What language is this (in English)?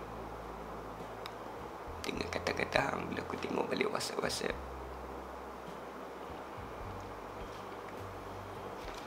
Malay